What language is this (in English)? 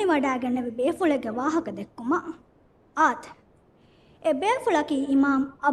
Divehi